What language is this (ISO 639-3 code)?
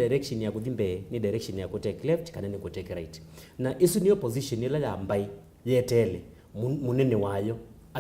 kam